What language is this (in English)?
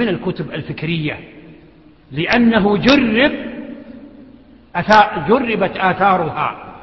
Arabic